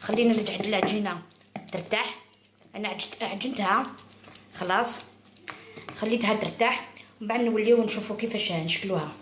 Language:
Algerian Arabic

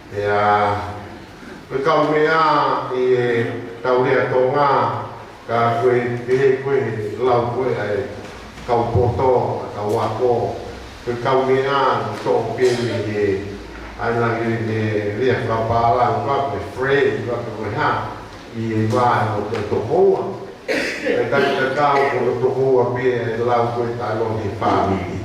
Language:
Tongan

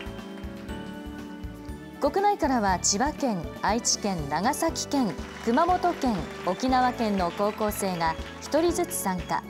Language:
Japanese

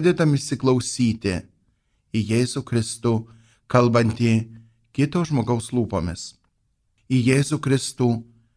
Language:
Lithuanian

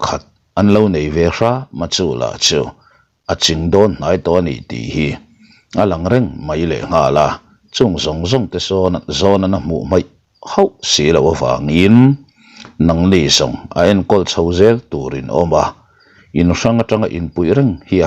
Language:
Mizo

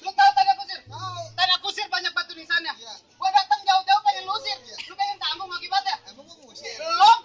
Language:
Betawi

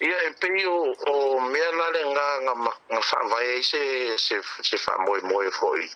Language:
Samoan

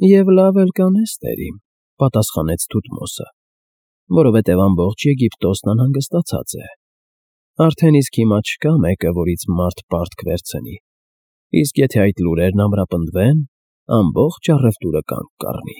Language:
Armenian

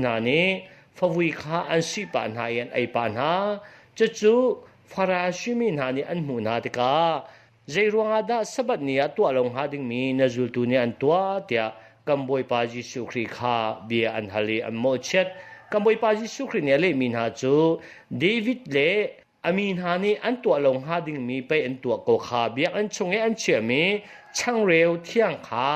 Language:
Hakha Chin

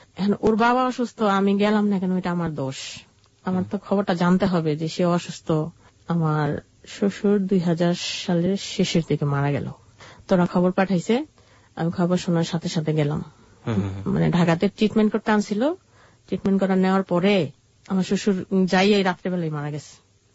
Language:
Bangla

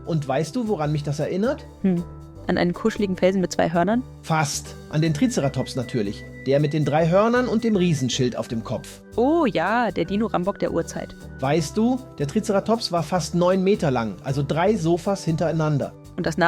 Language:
Swiss German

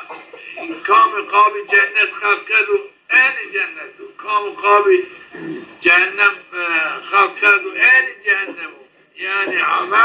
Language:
Zaza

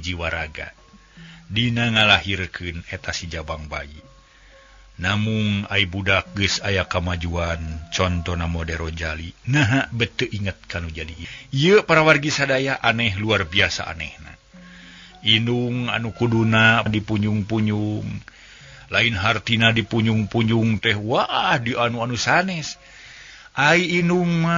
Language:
Sundanese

